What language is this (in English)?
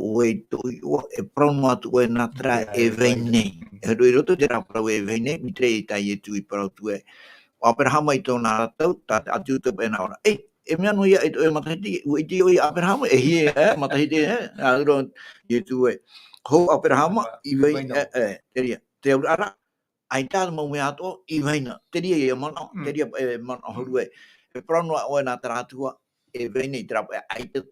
Tahitian